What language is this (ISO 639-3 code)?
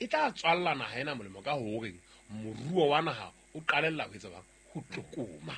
sot